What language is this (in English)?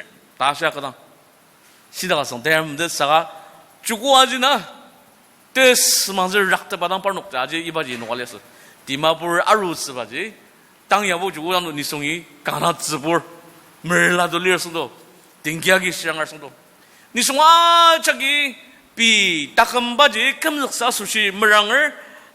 Ao Naga